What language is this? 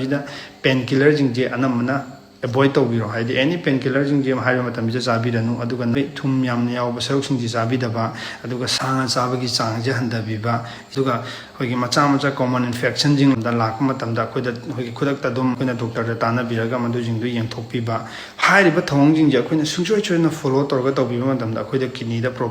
Manipuri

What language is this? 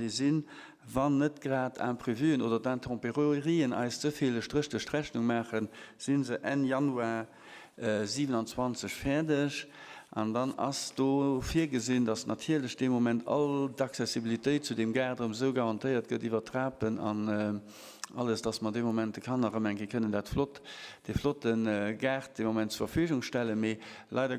Luxembourgish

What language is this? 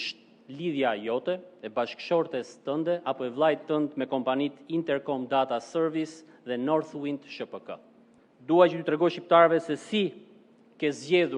Albanian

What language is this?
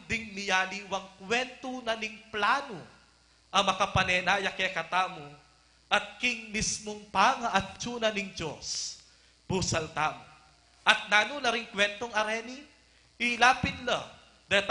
Pampanga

